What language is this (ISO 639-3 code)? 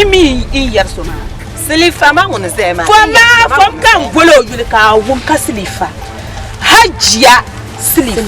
dag